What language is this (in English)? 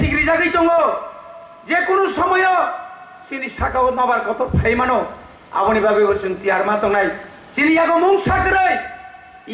Kok Borok